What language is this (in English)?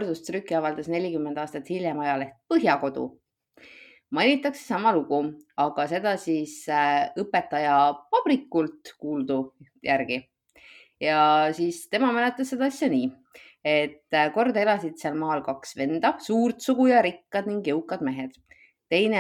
Estonian